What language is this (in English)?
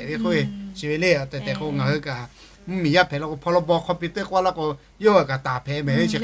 Lahu